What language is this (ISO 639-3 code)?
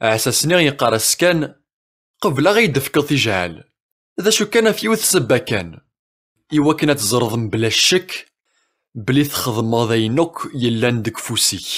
kab